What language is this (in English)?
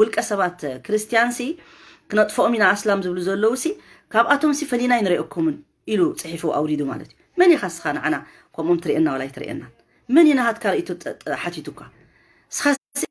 Tigrinya